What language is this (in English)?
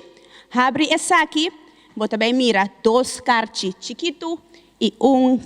Papiamento